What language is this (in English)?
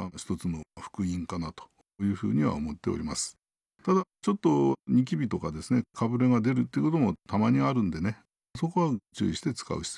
Japanese